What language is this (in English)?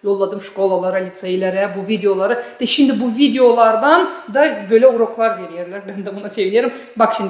Gagauz